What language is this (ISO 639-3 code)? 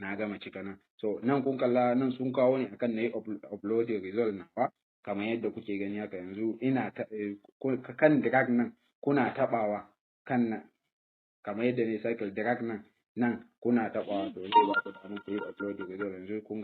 hau